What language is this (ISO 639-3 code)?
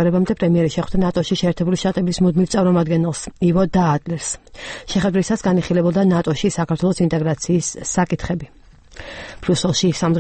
kat